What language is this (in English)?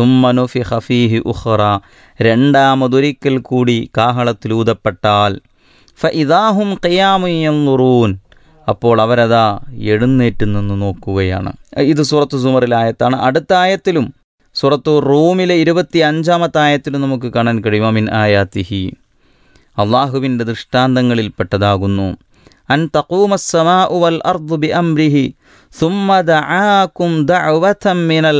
Malayalam